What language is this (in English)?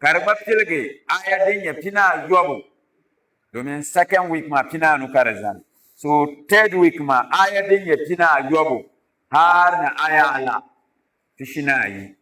Dagbani